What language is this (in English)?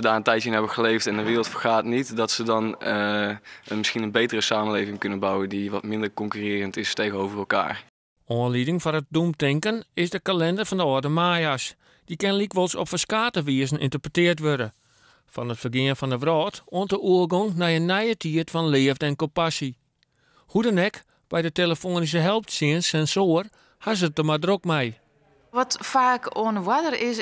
Western Frisian